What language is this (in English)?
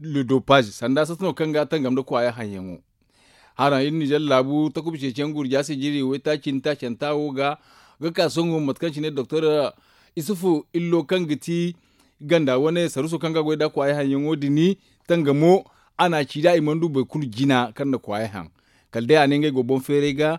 Zarma